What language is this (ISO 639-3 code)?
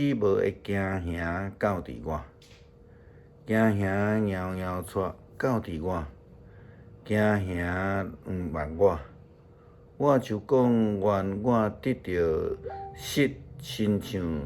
nan